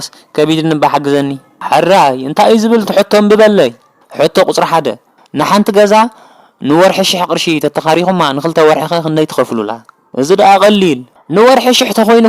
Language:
Tigrinya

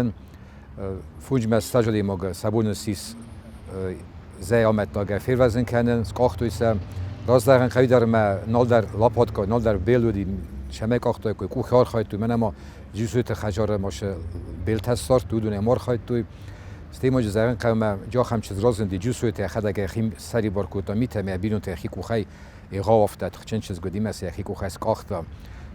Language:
Ossetic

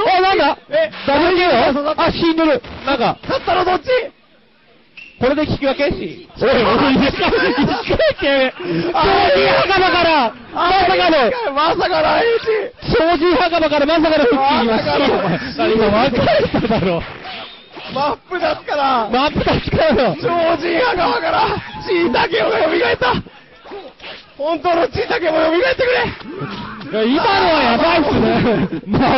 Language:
Japanese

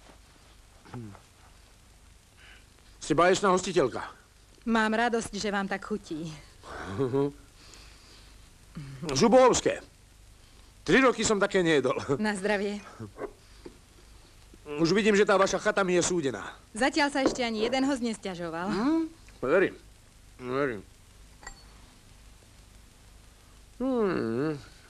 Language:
Slovak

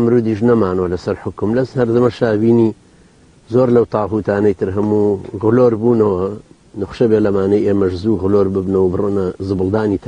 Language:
Central Kurdish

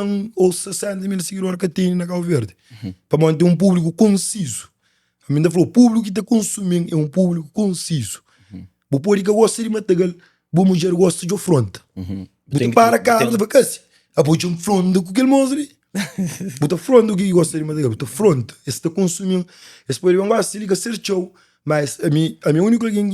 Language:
Kabuverdianu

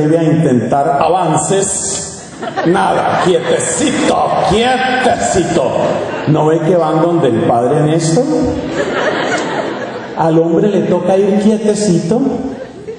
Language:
Spanish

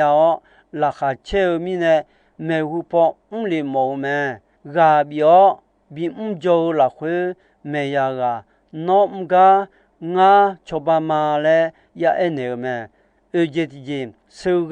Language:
Akha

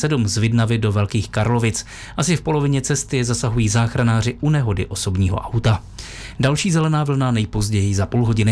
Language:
Czech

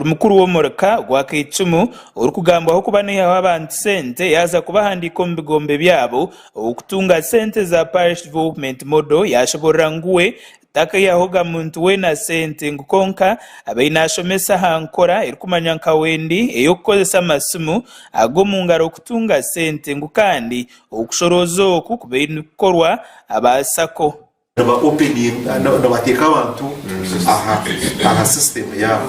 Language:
Nyankole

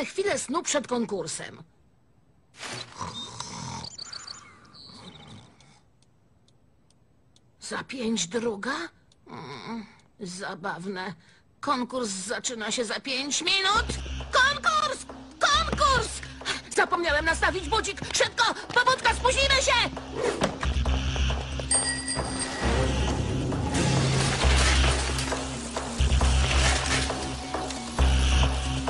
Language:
Polish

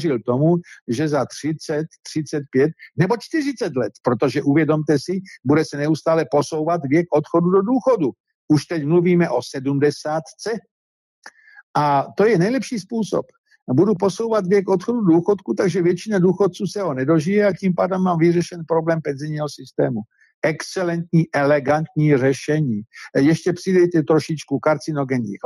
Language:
Czech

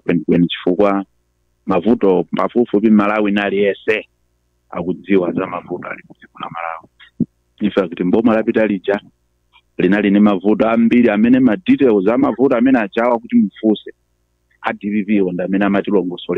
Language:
Nyanja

